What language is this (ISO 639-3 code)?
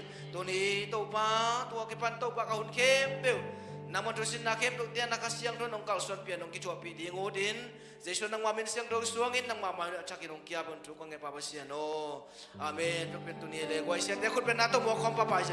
ctd